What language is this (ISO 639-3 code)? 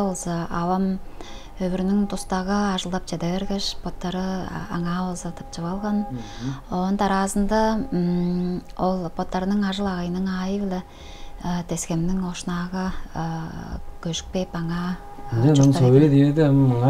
tyv